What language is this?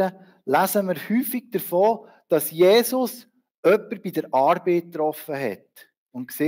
Swiss German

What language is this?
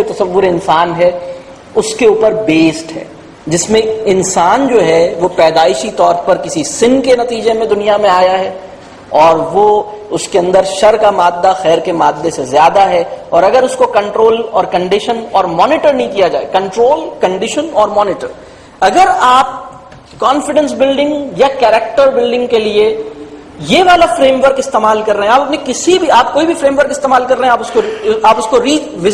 Urdu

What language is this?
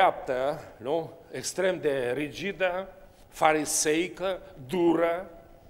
Romanian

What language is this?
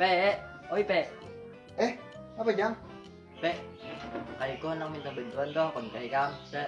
Banjar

